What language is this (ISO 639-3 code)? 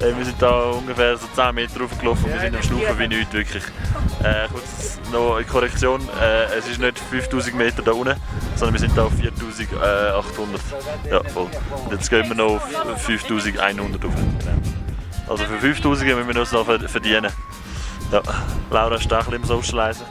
gsw